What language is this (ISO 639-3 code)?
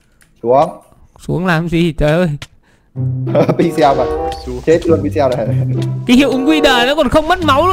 vie